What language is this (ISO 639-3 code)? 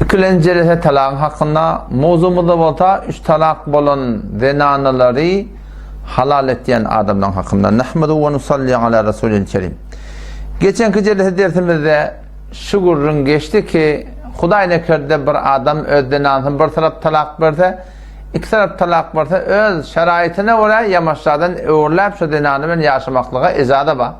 tuk